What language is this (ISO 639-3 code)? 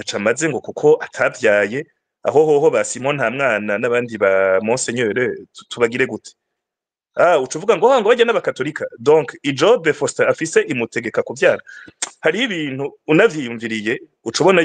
run